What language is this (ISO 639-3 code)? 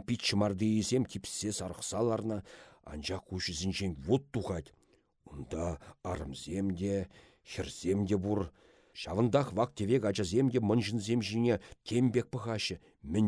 chv